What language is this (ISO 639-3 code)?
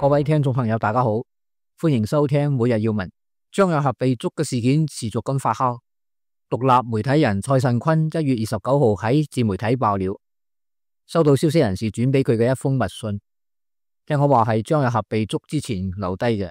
yue